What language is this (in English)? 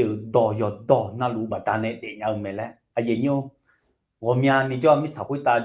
Akha